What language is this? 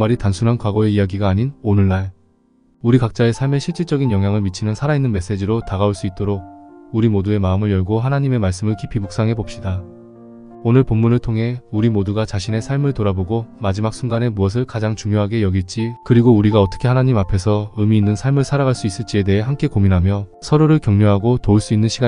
Korean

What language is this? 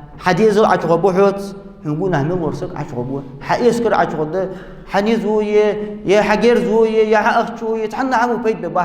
Ingush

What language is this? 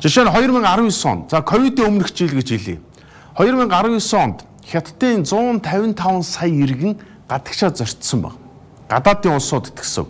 Mongolian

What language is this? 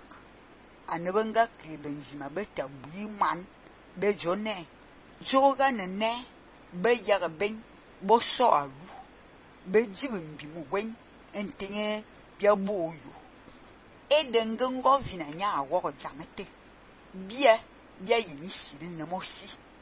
Fang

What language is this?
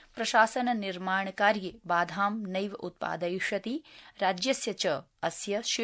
Sanskrit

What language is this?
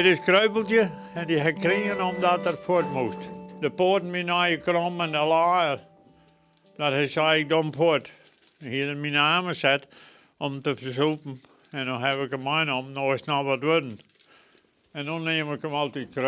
Western Frisian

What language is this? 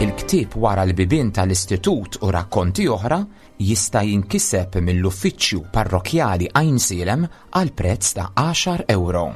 Maltese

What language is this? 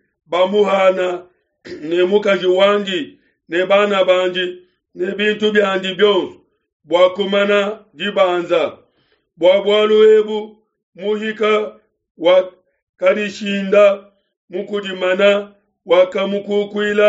Luba-Lulua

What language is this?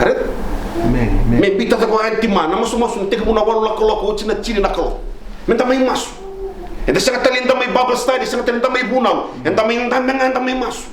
Fijian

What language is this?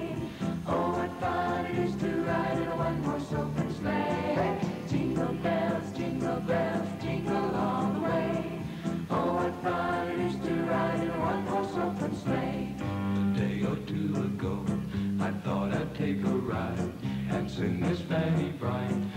English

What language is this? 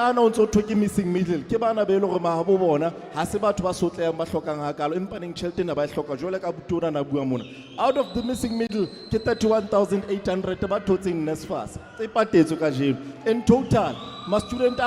Southern Sotho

